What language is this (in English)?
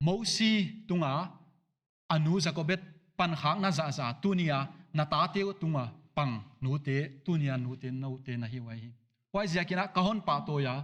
Paite Chin